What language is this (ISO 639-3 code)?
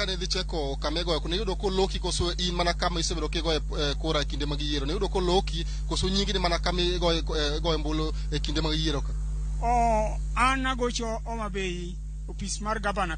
luo